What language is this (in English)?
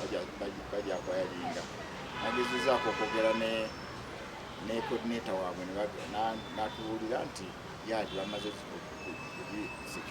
Ganda